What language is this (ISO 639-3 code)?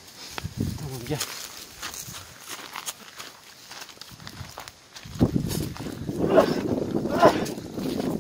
tur